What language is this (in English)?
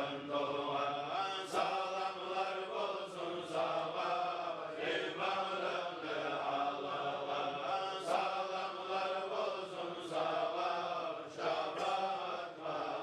Kumyk